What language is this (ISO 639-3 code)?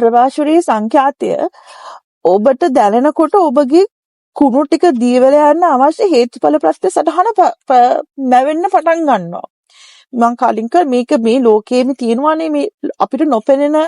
sin